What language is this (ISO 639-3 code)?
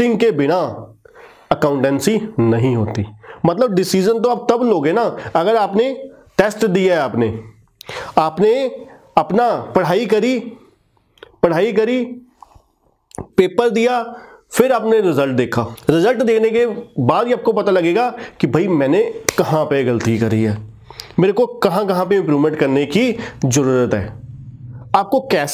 hin